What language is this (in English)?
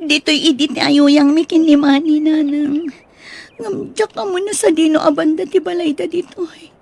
Iloko